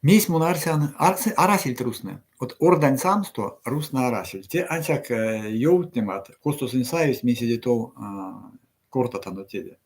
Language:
Erzya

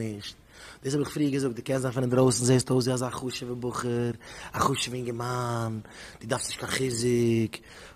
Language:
Yiddish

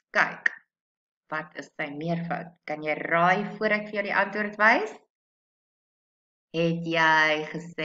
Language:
Afrikaans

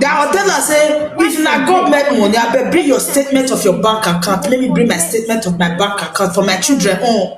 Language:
Nigerian Pidgin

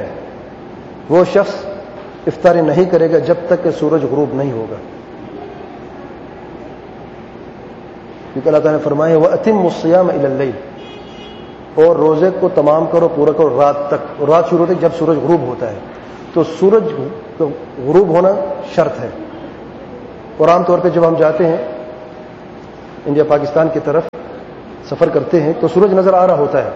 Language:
Urdu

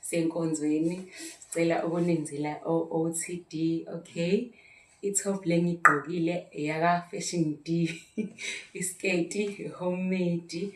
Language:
Zulu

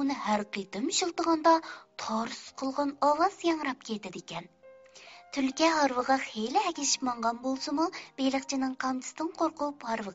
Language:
Uyghur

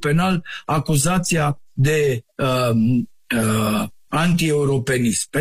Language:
Romanian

